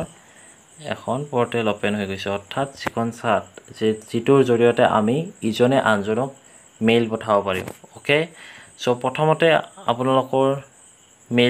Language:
Assamese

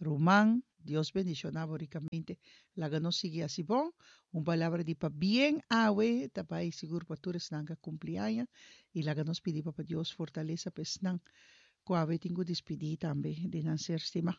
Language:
Papiamento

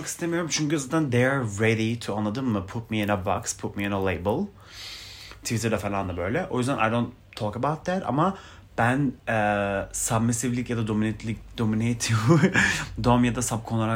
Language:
Turkish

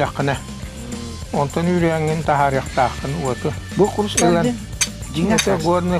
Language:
Yakut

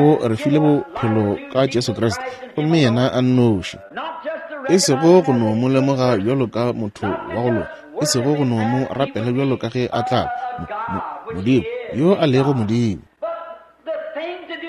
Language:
Northern Sotho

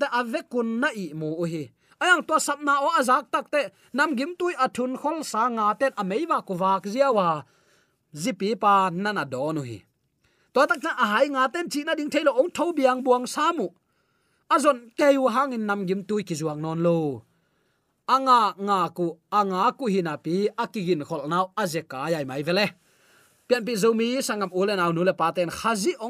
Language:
Tedim Chin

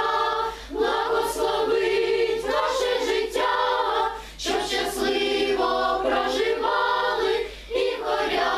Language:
Ukrainian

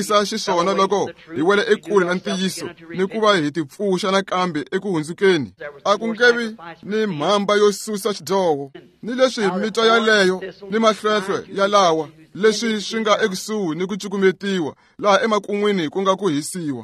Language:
Tsonga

